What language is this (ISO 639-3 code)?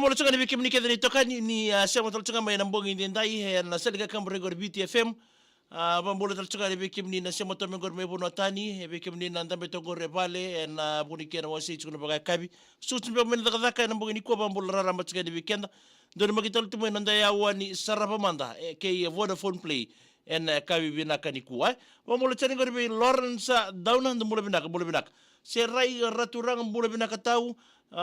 fij